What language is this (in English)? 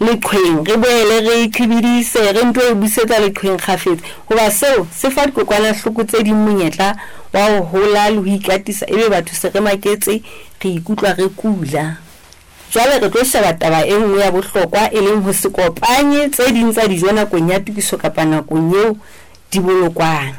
Southern Sotho